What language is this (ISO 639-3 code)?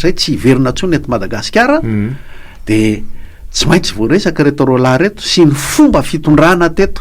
mlg